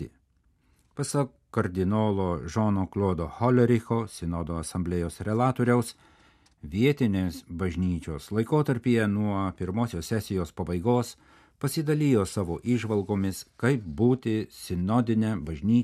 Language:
Lithuanian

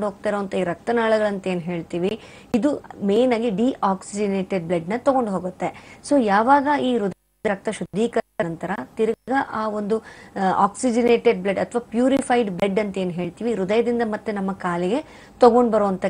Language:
Kannada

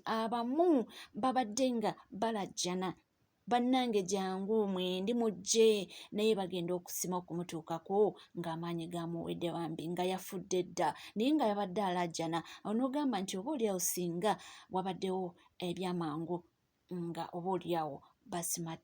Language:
Ganda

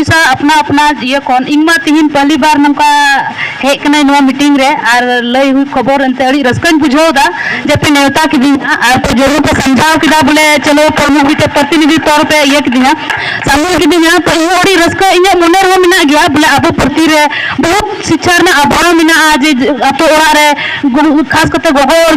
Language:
Santali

